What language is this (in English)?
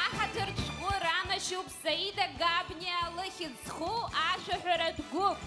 Abkhazian